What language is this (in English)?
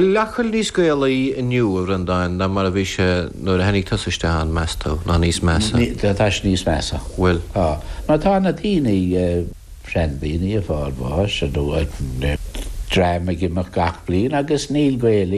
Irish